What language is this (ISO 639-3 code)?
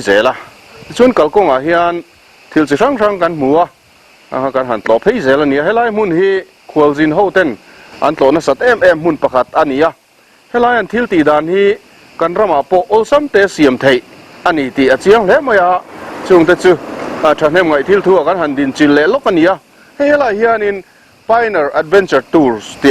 lus